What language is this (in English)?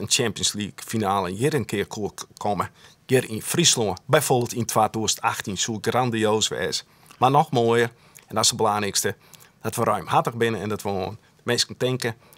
Western Frisian